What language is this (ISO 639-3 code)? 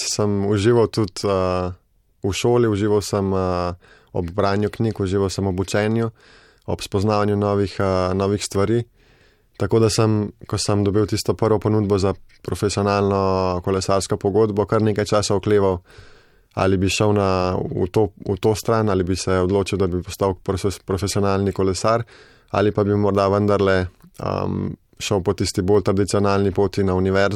slv